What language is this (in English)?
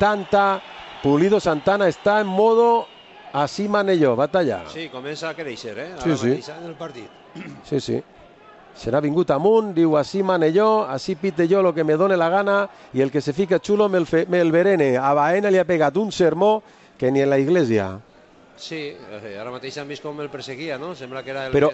Catalan